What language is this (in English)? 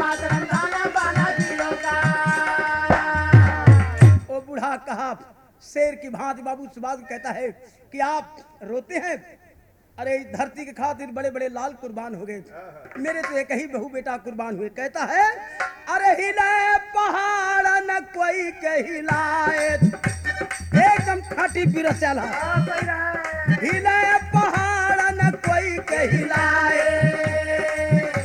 Bhojpuri